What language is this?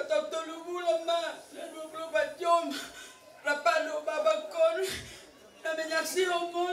Batak Toba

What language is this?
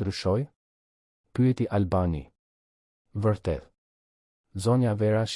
Albanian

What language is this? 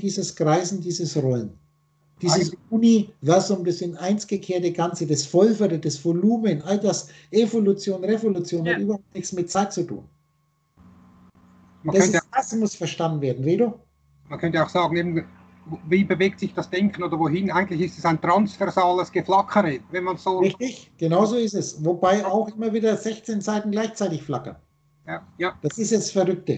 German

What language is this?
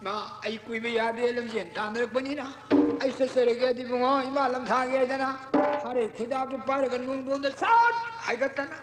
Manipuri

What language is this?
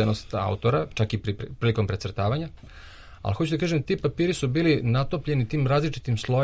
Serbian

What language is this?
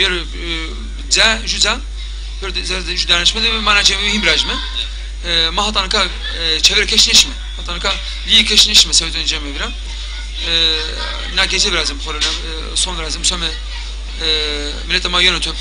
Zaza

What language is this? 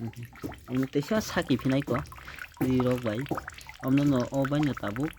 Kok Borok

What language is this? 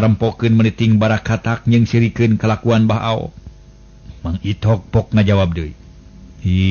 Sundanese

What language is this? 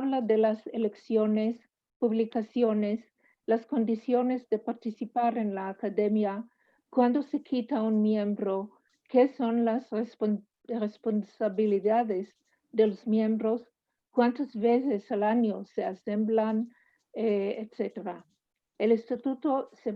Ladino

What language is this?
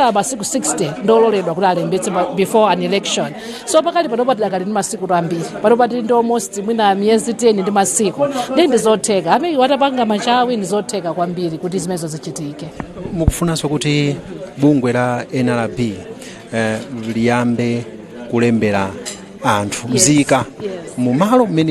Nyanja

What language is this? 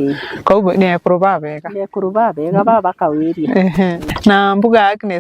Meru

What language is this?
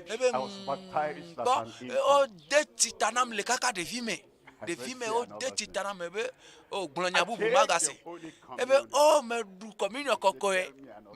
Ewe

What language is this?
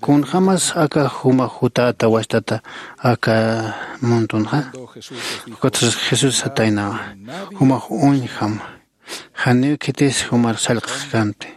Aymara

